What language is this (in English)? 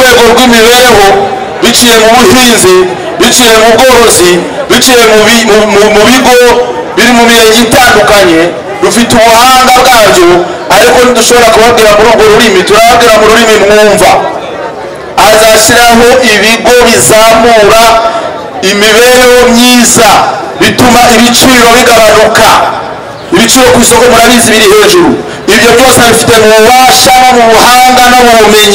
Kinyarwanda